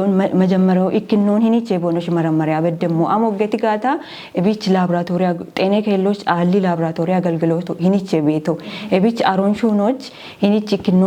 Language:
Kafa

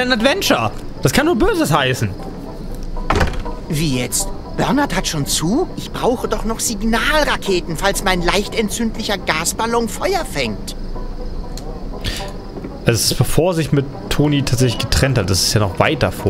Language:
German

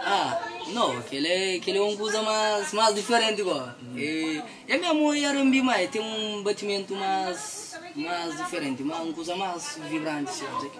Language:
Kabuverdianu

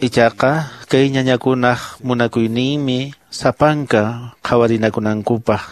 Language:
Quechua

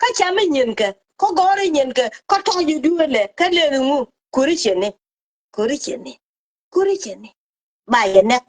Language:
Nuer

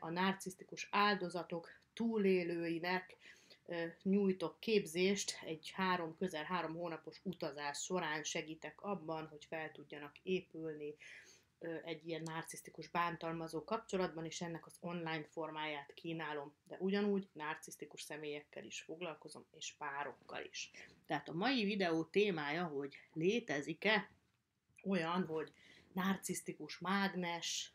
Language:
Hungarian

